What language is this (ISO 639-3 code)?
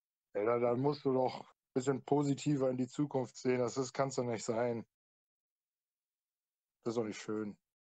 deu